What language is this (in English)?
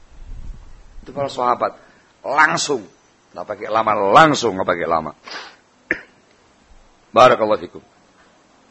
Indonesian